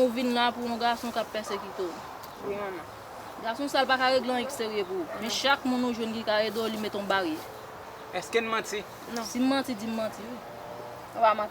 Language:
Haitian Creole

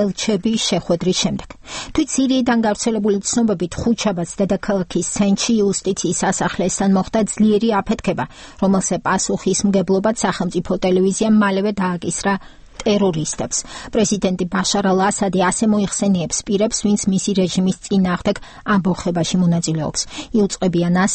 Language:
Georgian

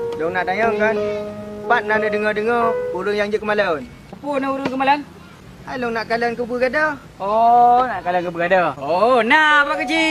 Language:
Achinese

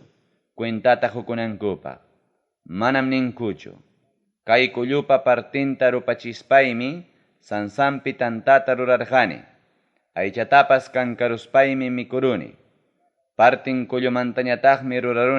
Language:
Ayacucho Quechua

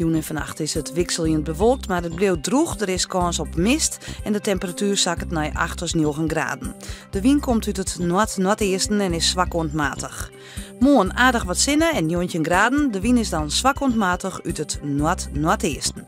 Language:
Western Frisian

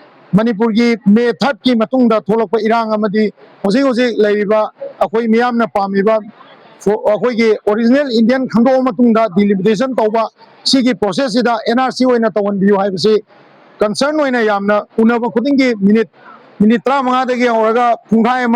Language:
Manipuri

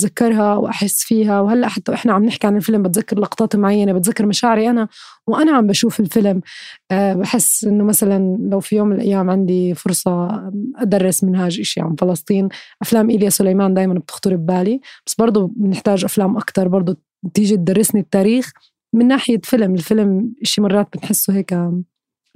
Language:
North Levantine Arabic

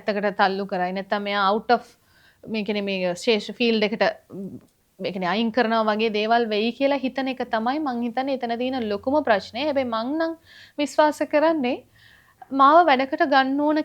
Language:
Sinhala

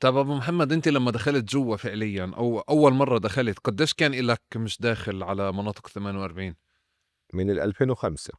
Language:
North Levantine Arabic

